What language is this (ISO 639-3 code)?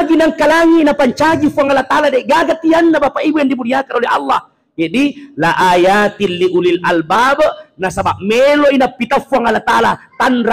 bug